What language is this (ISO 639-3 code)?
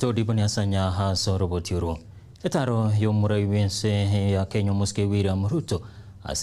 guz